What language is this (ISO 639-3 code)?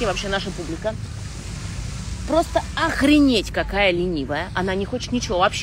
rus